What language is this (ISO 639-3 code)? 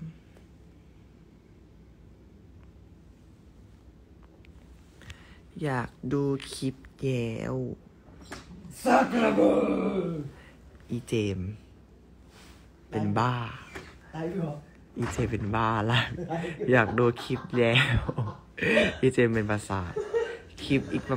tha